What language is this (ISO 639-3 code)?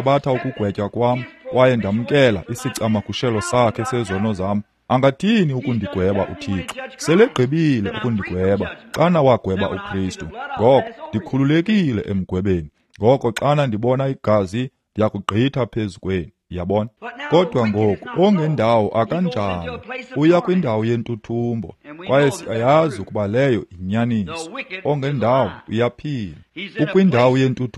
xho